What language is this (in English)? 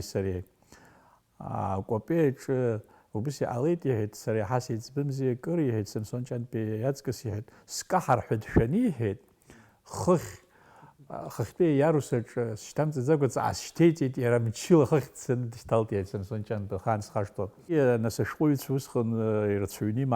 Abkhazian